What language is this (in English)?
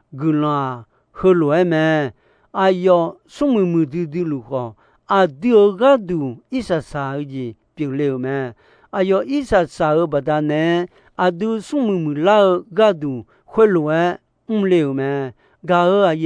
Akha